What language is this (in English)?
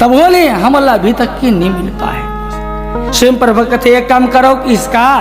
Chhattisgarhi